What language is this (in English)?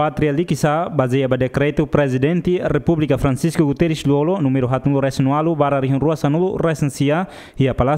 Tetum